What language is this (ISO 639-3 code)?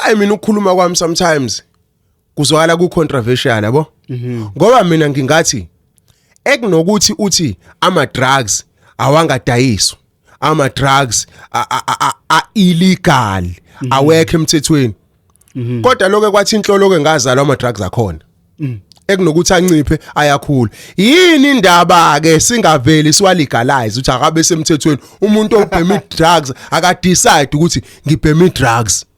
zul